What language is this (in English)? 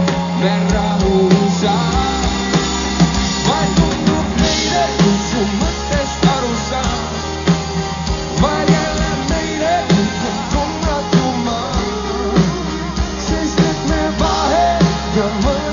Estonian